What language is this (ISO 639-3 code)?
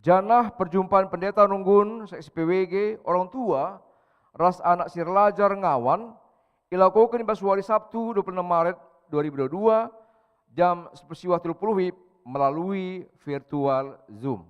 btx